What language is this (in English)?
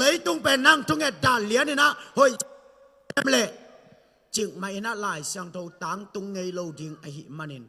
Tedim Chin